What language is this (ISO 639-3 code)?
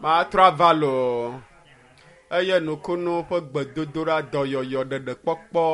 ewe